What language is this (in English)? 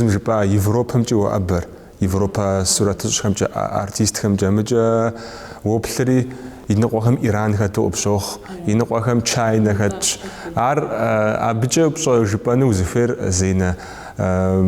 Kabardian